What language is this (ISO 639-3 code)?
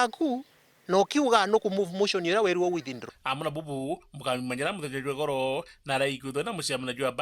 mer